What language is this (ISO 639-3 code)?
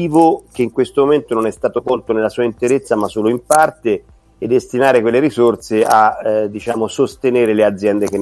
ita